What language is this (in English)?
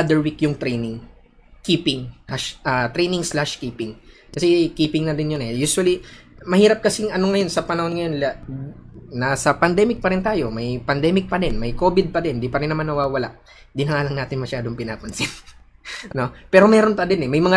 Filipino